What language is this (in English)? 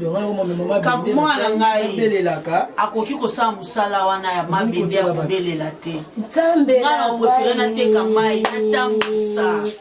Lingala